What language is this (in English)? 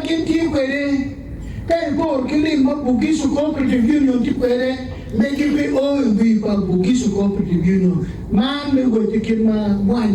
Acoli